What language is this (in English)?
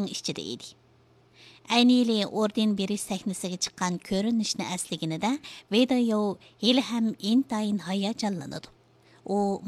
Uyghur